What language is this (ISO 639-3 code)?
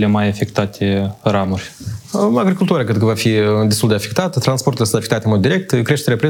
ron